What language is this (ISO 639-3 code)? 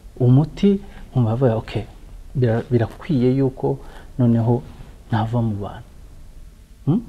kin